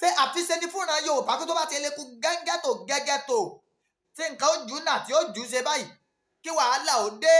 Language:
Yoruba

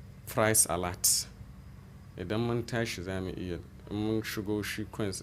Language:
Hausa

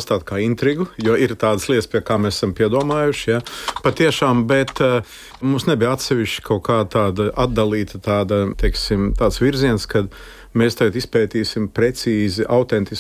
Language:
Latvian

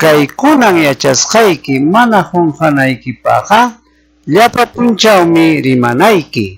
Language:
Ayacucho Quechua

